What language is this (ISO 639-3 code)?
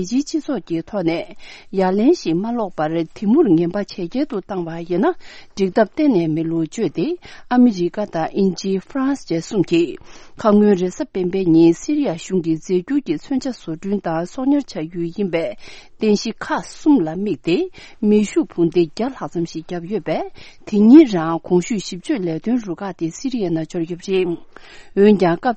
bod